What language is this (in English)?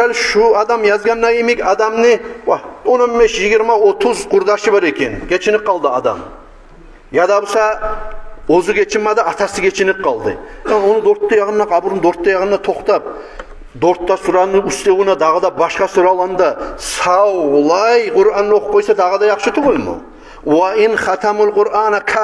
Kumyk